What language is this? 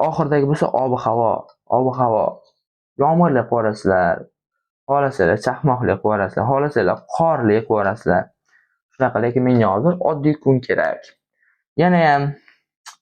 Uzbek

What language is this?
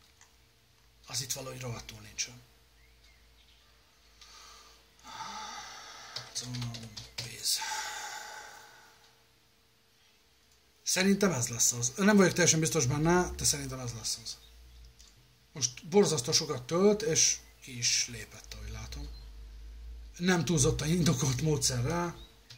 Hungarian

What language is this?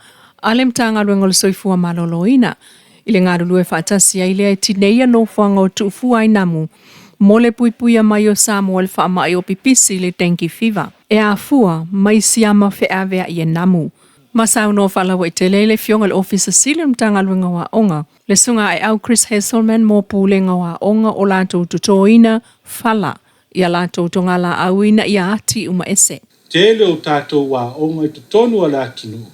Samoan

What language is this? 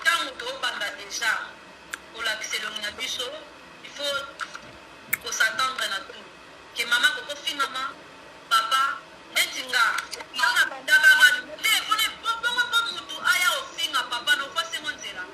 Lingala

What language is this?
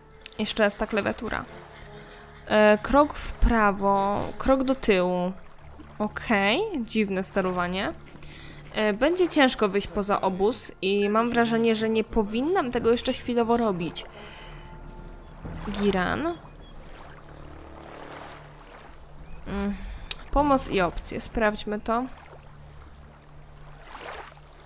Polish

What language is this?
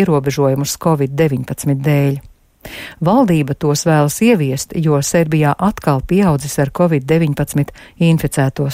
Latvian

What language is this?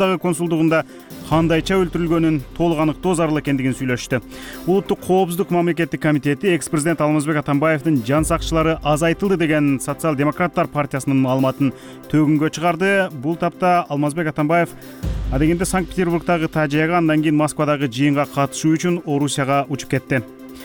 Kyrgyz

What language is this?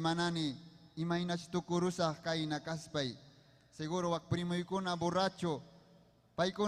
Ayacucho Quechua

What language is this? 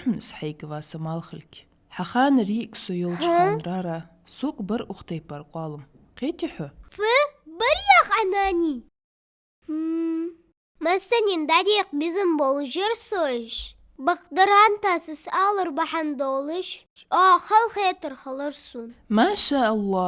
Ingush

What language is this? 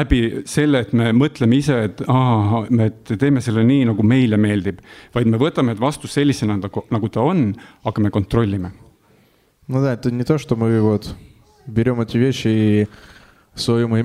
Estonian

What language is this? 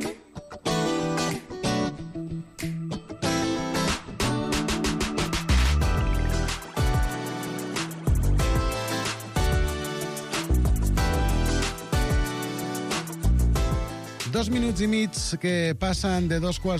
Catalan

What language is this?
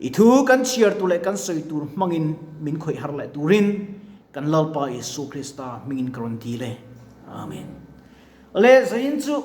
Mizo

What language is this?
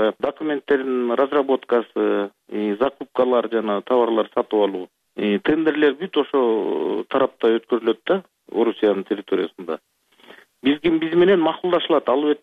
Kyrgyz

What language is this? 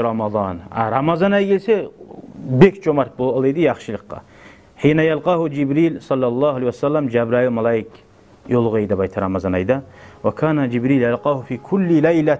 Kumyk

